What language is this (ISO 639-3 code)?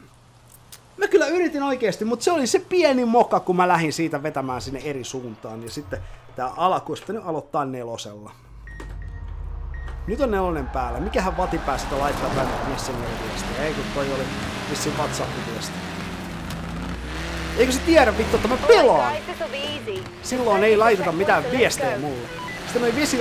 fin